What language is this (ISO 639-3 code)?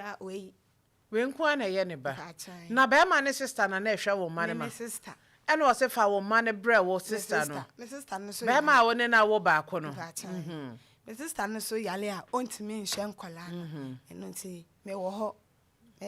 aka